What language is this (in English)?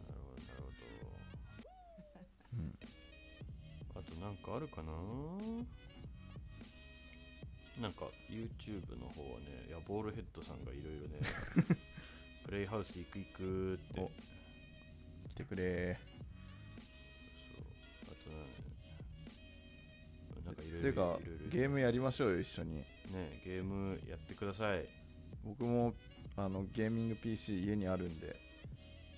Japanese